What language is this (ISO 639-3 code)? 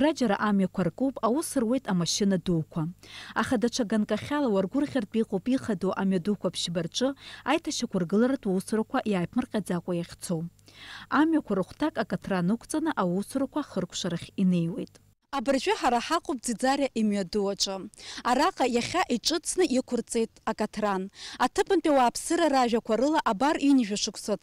abk